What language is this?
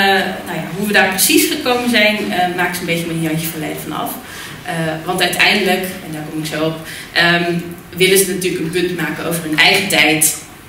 Dutch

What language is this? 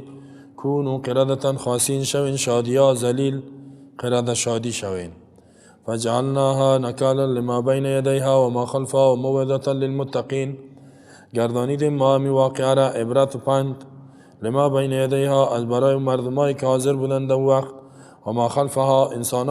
Persian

